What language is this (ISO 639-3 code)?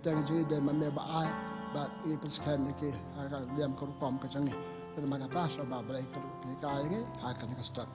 kha